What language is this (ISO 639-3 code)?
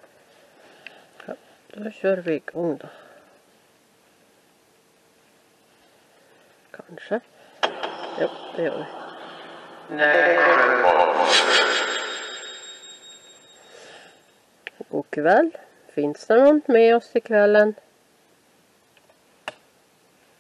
swe